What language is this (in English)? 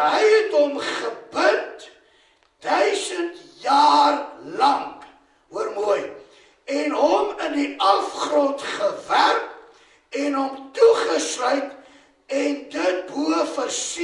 Afrikaans